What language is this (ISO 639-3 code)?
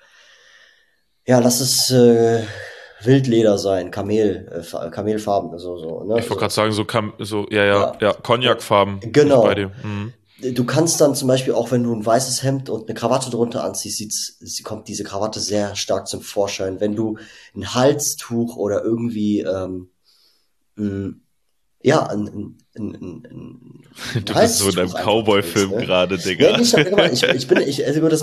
deu